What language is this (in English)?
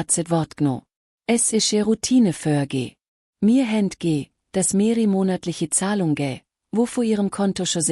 Swiss German